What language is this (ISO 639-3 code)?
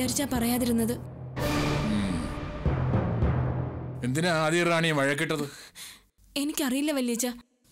mal